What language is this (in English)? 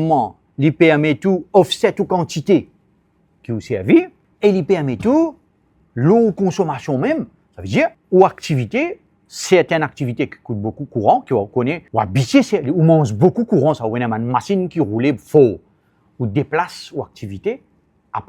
Morisyen